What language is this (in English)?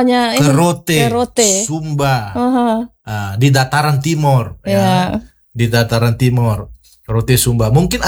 Indonesian